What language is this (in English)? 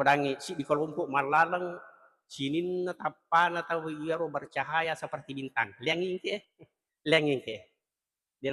Buginese